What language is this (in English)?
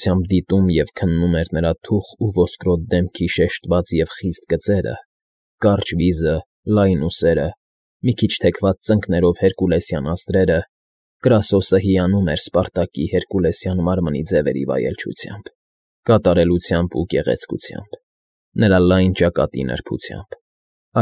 Armenian